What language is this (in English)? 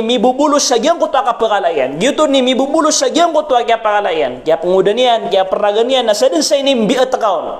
Maranao